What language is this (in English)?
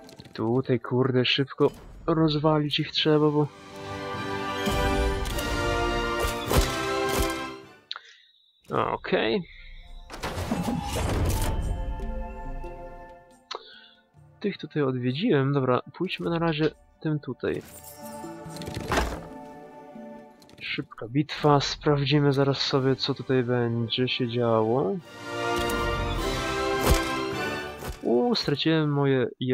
Polish